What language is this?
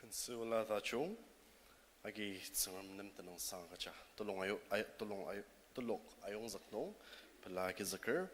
Ao Naga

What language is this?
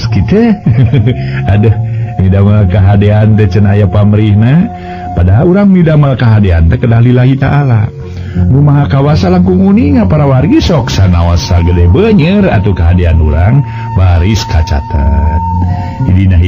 Sundanese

